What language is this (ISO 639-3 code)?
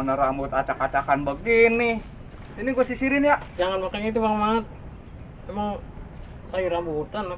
bew